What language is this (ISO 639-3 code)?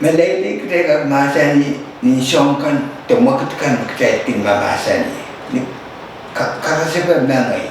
pon